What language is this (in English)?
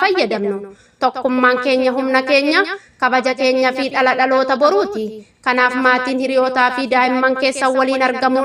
Oromo